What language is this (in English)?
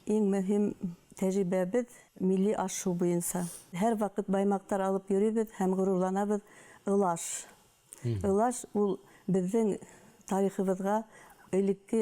Bashkir